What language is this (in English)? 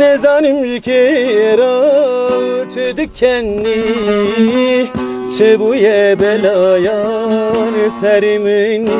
Kurdish